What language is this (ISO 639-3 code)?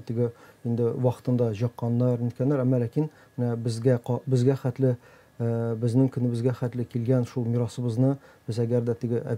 tat